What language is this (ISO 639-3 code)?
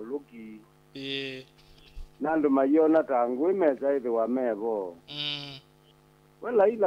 kam